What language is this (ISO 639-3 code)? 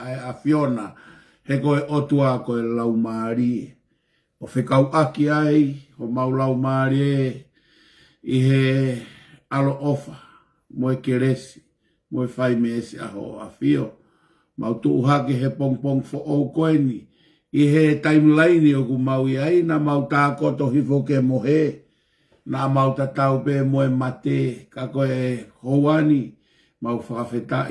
ton